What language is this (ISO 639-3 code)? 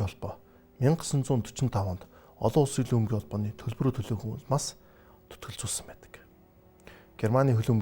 mon